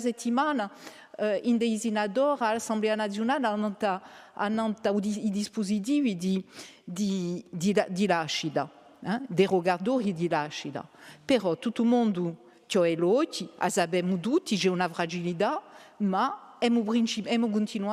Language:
Corsican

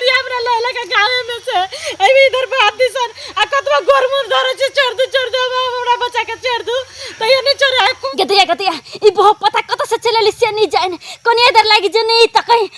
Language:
Maithili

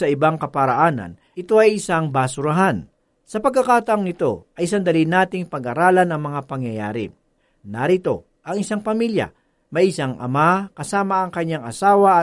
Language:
Filipino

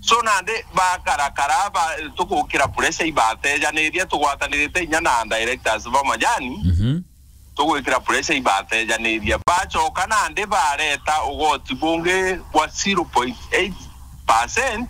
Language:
Meru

